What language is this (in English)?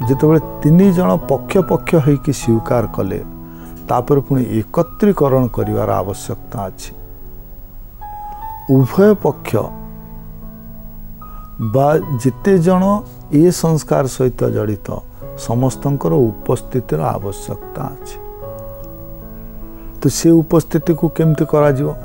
Odia